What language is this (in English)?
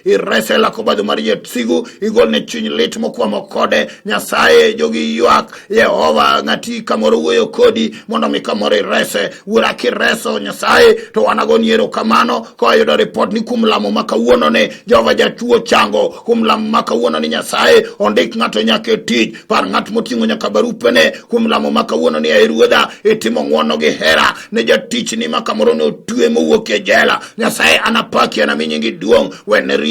Luo (Kenya and Tanzania)